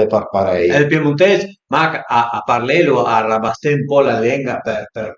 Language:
Piedmontese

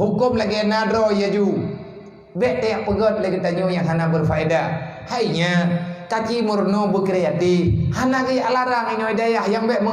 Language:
Achinese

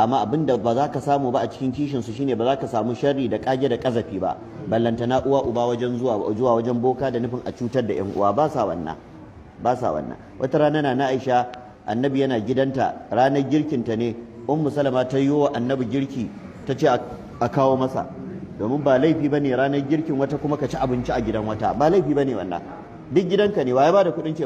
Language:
Hausa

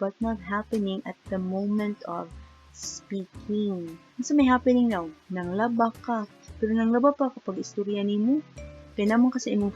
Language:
Cebuano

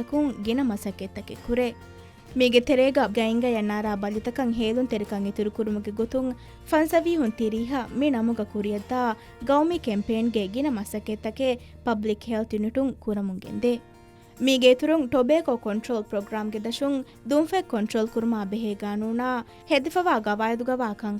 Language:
Divehi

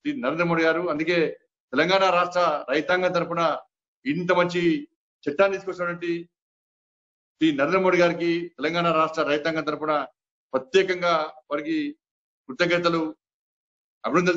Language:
Telugu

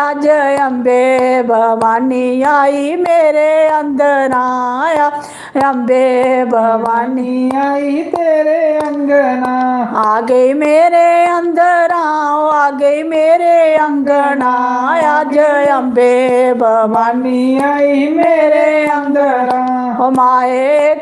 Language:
Dogri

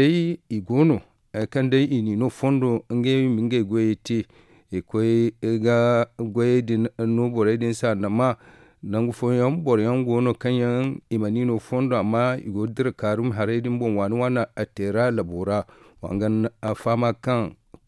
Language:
Zarma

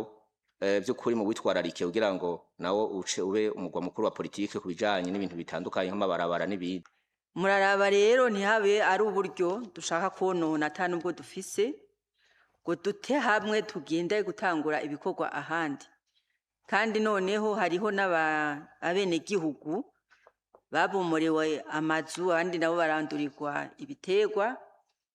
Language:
Rundi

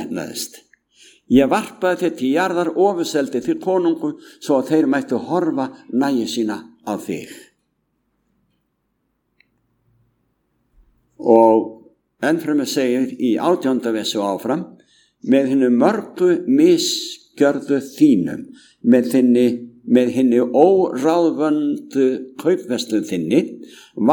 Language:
Icelandic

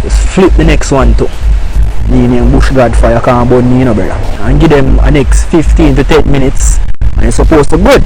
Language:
Jamaican Creole English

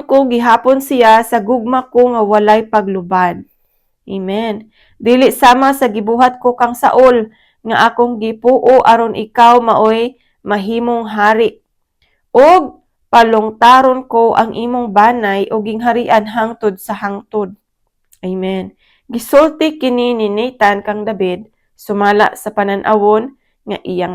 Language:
Cebuano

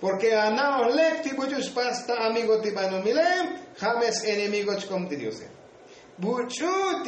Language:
Tzotzil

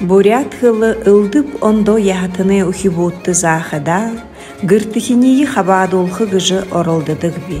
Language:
Buriat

